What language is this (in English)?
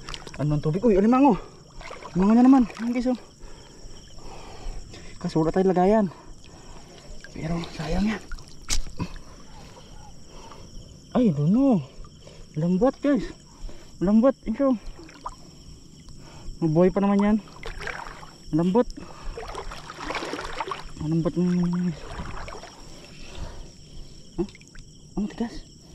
Filipino